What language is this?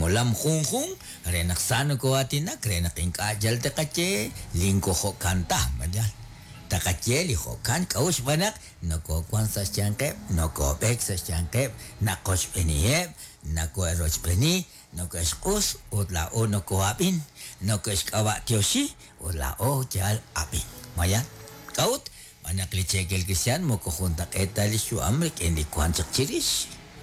Kekchí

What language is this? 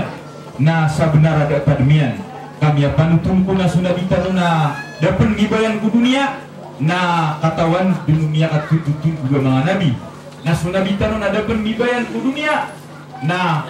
Maranao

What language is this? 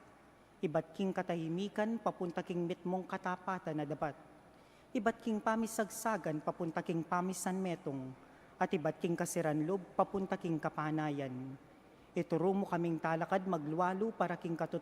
Pampanga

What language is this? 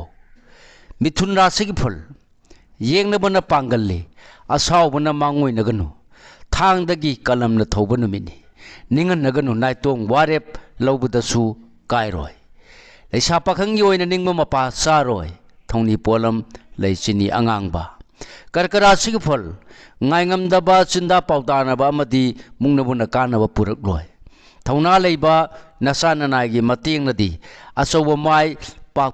Manipuri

